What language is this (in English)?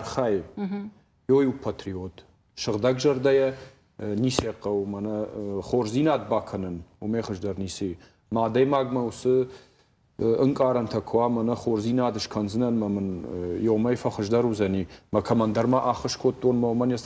Ossetic